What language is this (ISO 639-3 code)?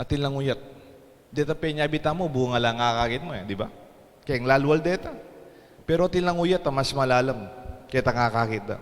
pam